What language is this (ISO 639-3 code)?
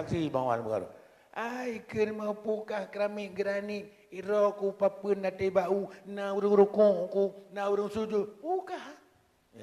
ace